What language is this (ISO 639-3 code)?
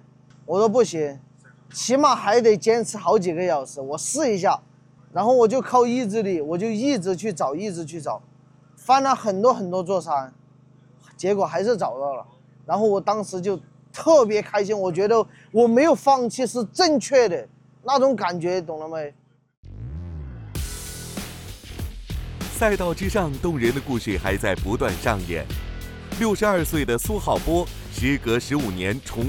zho